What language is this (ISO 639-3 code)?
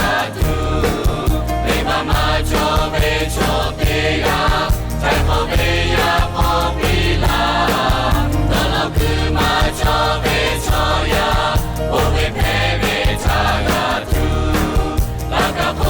lhu